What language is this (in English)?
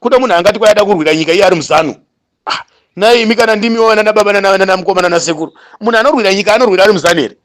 Shona